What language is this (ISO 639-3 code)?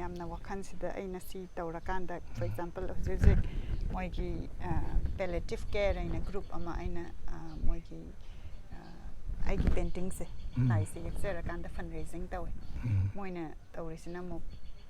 mni